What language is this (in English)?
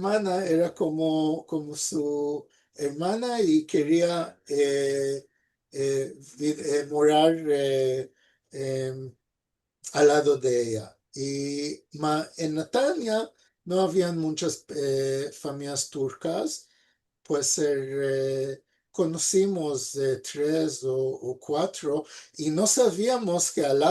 Ladino